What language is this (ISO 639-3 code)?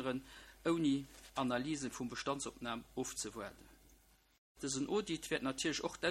ltz